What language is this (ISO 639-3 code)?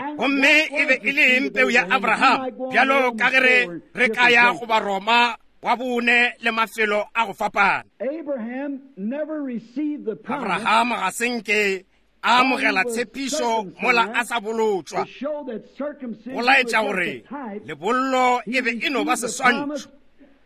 nso